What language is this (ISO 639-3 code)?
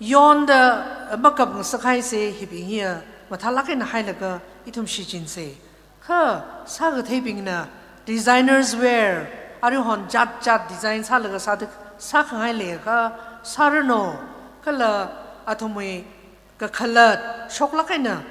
nmf